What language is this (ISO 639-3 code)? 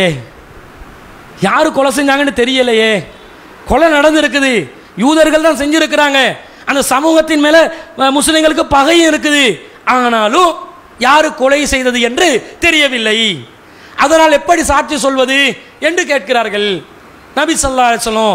tam